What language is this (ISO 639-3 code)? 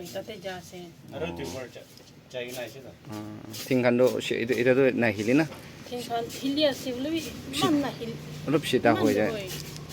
nag